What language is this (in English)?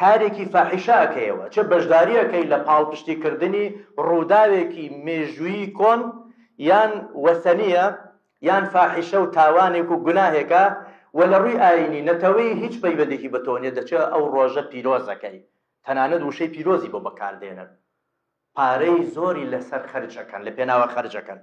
Central Kurdish